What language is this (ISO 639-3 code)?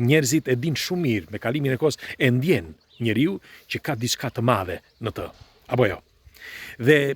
sqi